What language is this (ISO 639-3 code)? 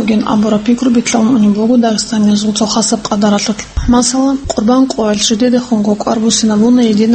ava